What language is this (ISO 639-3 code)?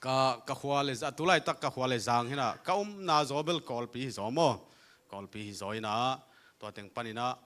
ctd